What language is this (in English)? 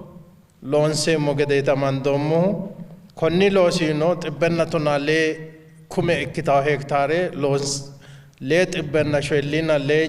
Sidamo